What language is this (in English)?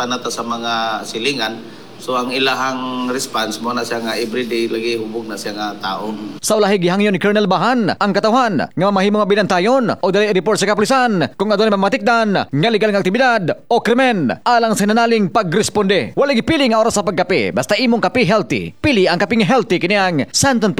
Cebuano